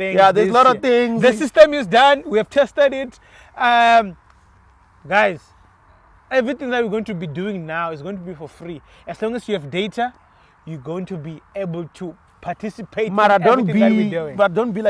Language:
Venda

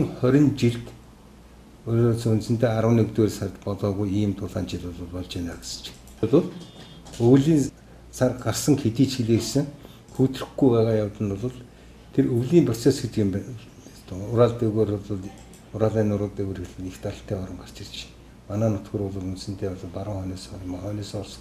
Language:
Mongolian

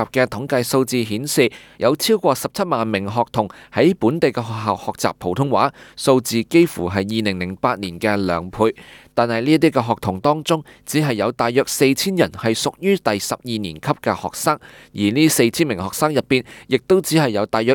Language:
Cantonese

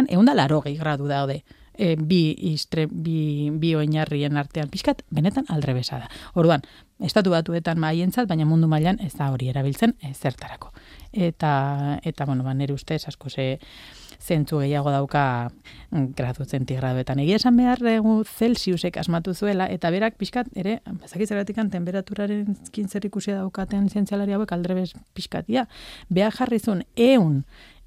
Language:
Basque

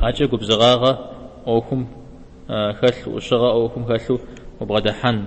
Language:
Kabardian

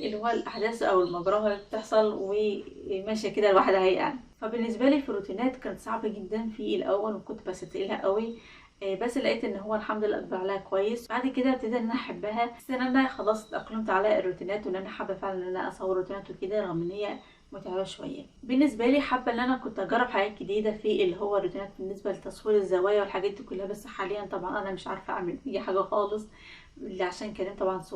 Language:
Egyptian Arabic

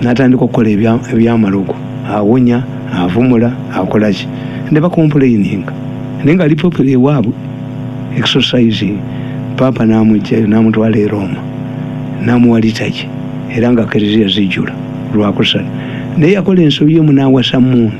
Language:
Ganda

